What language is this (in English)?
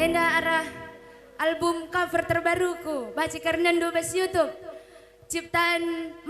Batak Karo